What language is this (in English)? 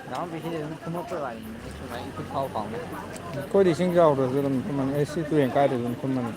Manipuri